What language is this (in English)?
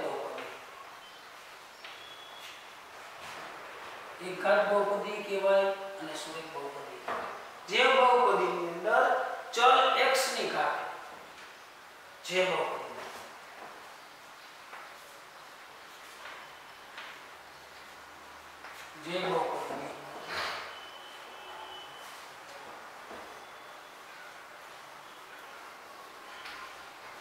Gujarati